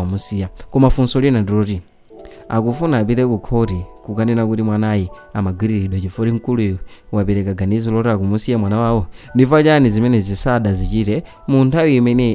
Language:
Nyanja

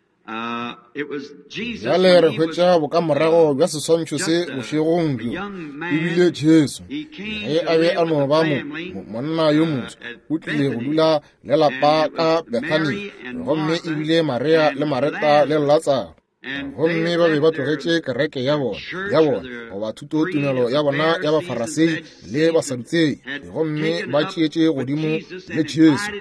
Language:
Northern Sotho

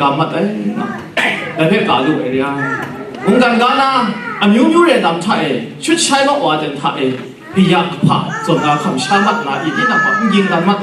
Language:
Kachin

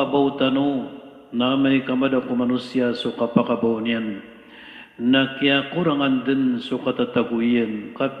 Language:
Maranao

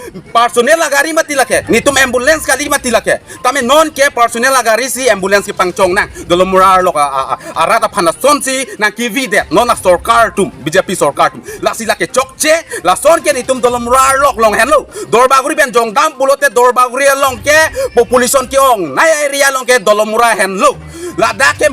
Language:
Karbi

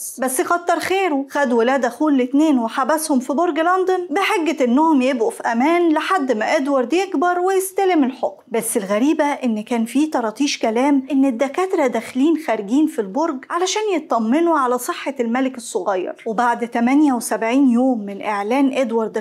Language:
Egyptian Arabic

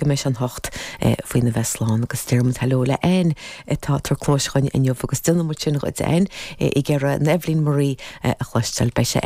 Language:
Irish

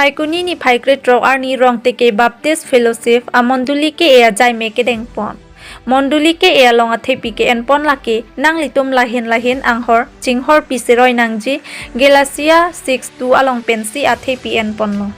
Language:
Karbi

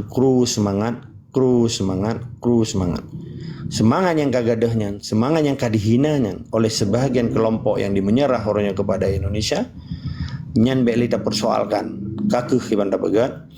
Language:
Achinese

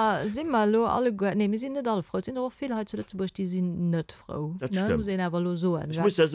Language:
Luxembourgish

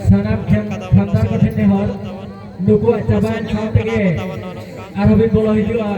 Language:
Santali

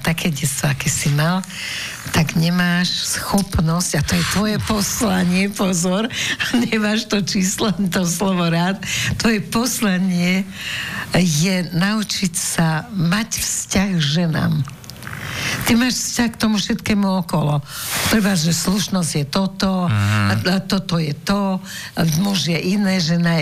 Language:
Slovak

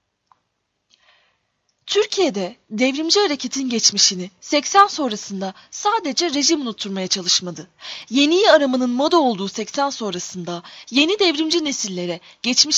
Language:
Turkish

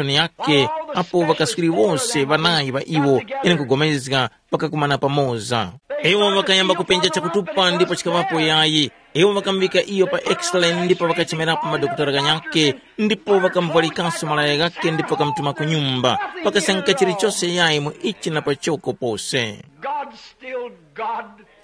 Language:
Tumbuka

